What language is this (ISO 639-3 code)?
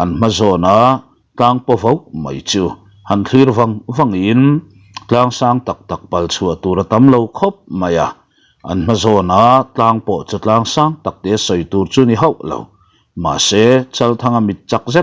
lus